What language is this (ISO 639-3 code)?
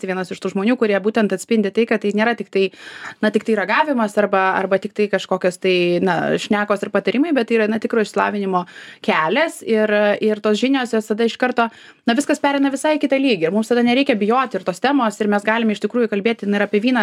lit